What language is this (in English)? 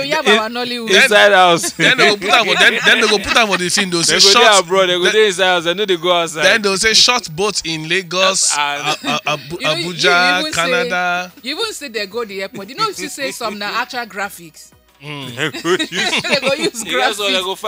Nigerian Pidgin